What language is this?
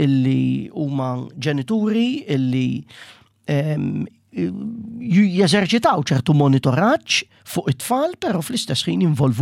Maltese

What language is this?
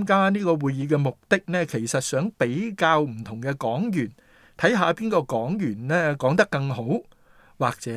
Cantonese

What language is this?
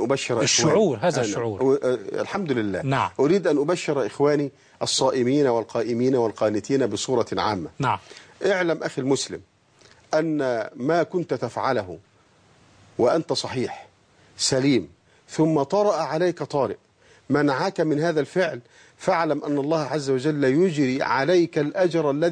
Arabic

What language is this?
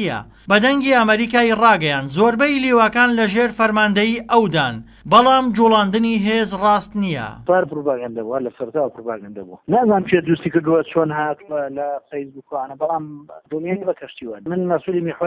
Central Kurdish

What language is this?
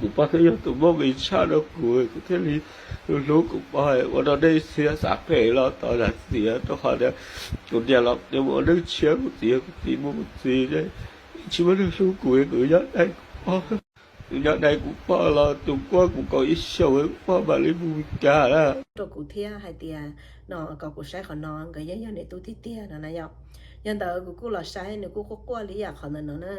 Hmong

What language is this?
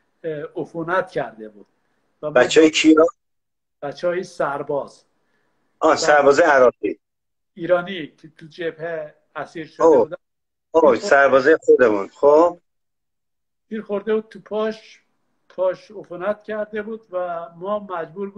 Persian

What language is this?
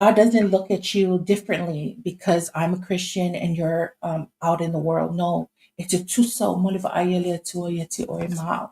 Samoan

